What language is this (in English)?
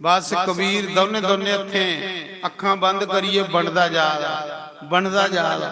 Dogri